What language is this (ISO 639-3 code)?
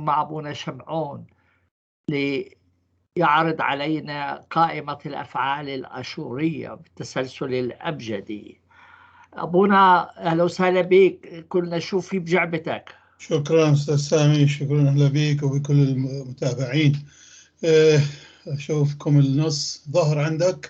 apc